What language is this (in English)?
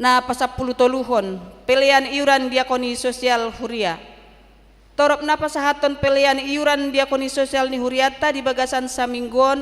Batak Toba